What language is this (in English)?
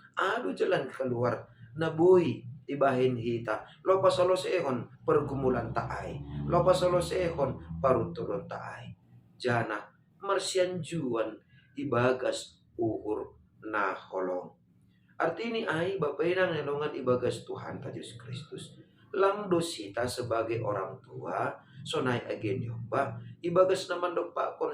Batak Simalungun